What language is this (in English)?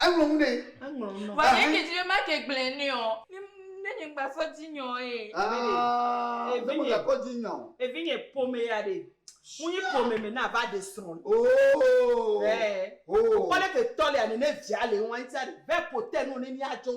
Ewe